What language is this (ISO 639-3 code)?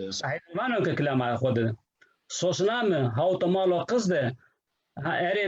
zza